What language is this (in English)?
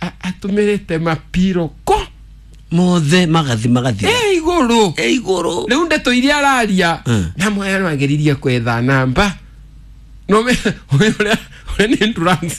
Kikuyu